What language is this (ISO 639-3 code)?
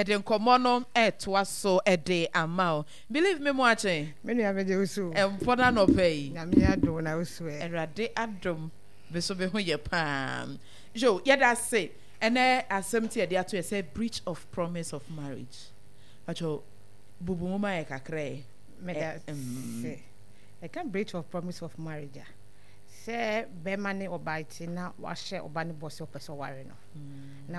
aka